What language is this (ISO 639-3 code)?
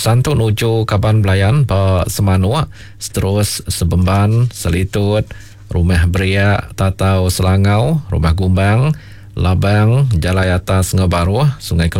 iba